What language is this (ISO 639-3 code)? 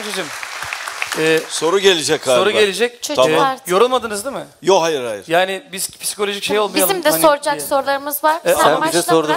tur